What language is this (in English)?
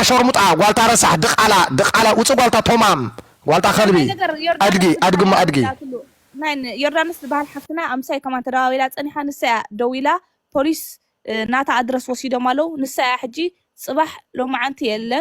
Tigrinya